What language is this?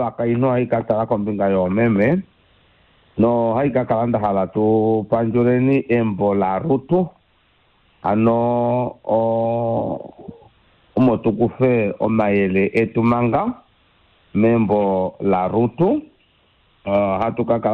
Kuanyama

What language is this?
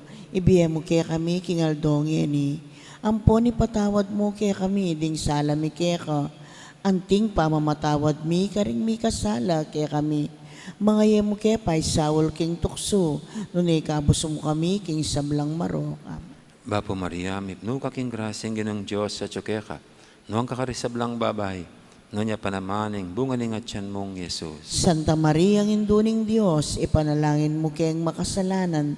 Pampanga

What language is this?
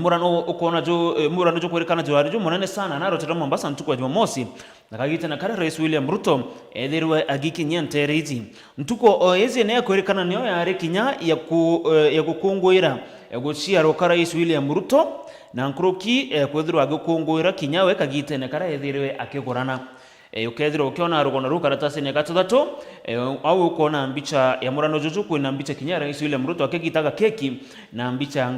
Meru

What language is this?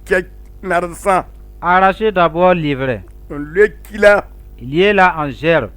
Mossi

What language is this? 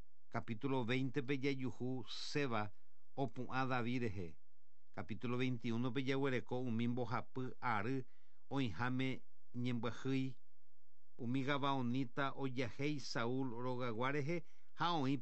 Guarani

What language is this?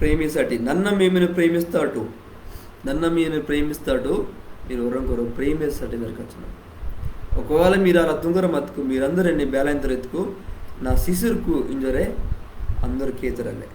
Koya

